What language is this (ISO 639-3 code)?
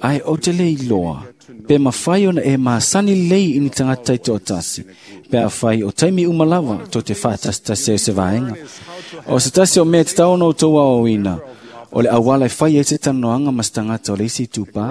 smo